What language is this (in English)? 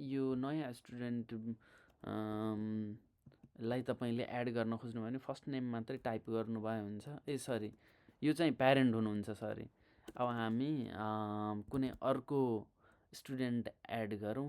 Nepali